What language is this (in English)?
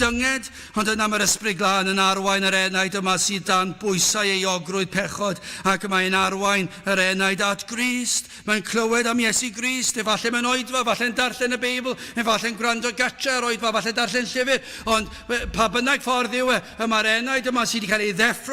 Welsh